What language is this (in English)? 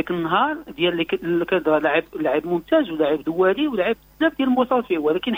Moroccan Arabic